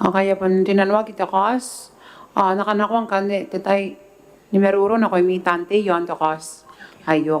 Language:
Gilbertese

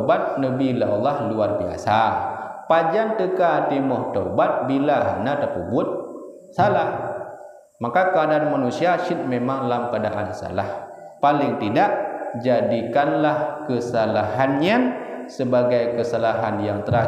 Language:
Achinese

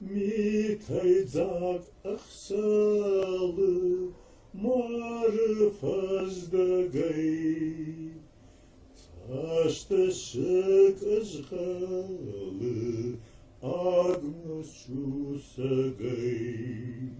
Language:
Ossetic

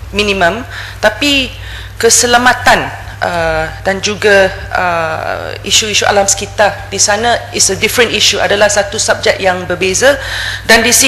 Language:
Malay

